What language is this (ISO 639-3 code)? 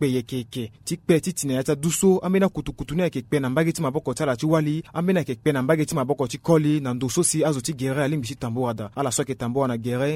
sag